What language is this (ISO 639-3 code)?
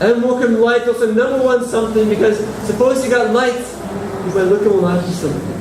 tpi